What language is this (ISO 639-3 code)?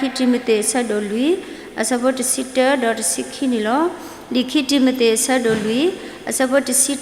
ksw